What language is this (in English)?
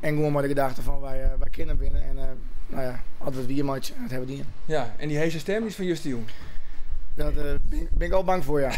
Western Frisian